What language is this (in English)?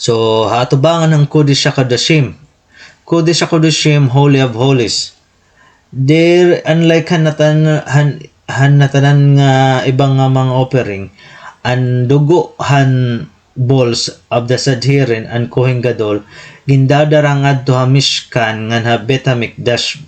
Waray